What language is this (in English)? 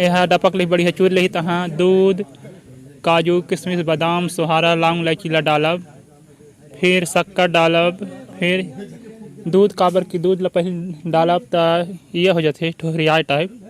Chhattisgarhi